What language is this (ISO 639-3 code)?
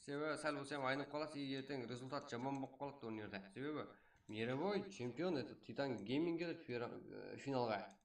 kaa